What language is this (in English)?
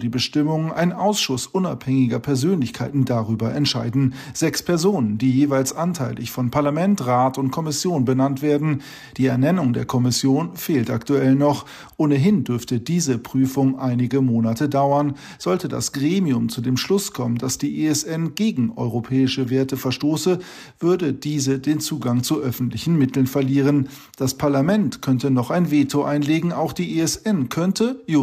German